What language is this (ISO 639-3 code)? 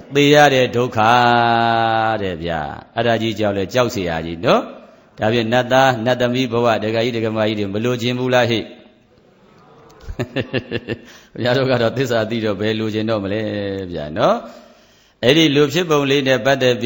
mya